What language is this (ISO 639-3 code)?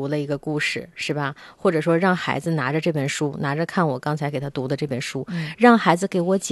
zho